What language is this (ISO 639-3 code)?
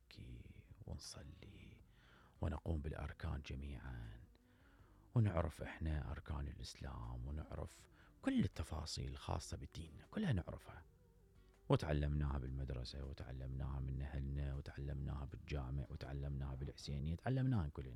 acm